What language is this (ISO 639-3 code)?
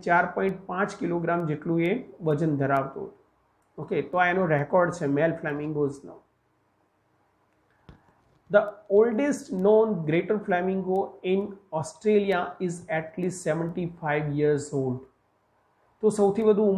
guj